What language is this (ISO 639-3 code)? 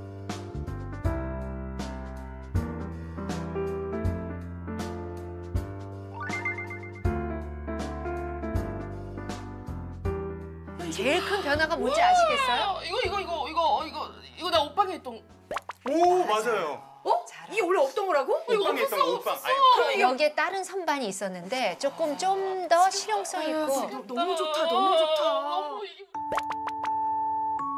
kor